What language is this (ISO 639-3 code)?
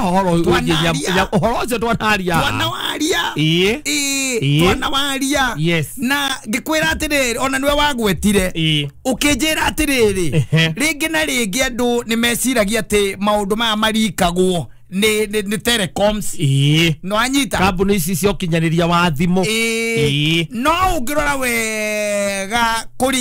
kik